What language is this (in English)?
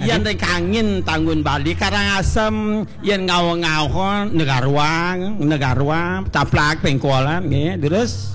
Balinese